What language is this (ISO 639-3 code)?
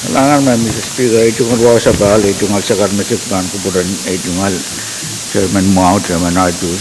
pon